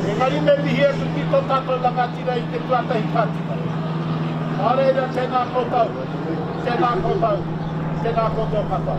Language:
Māori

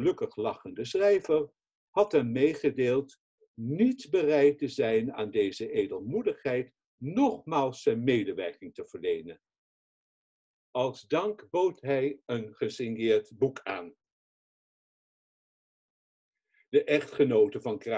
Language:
Dutch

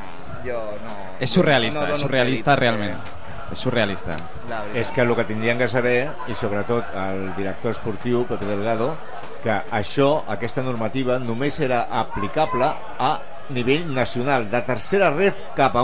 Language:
Catalan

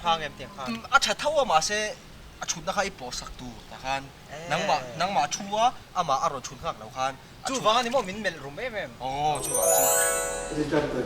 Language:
Mizo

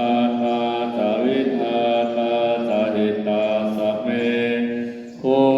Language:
Pali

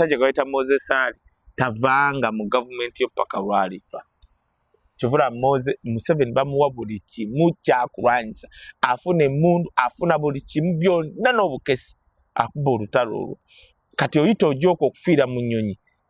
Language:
Ganda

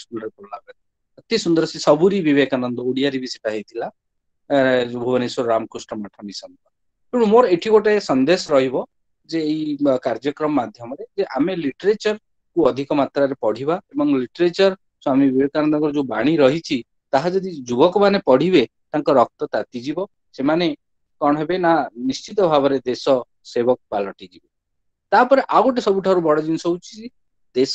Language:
Odia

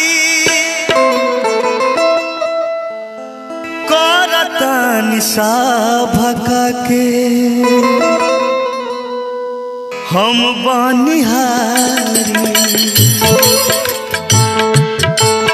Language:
Bhojpuri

